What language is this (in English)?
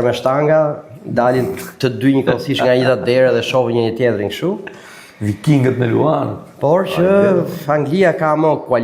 Albanian